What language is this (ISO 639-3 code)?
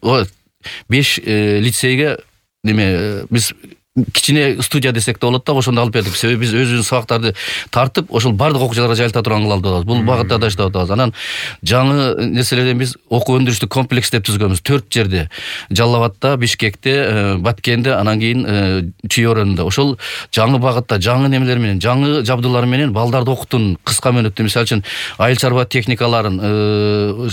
kir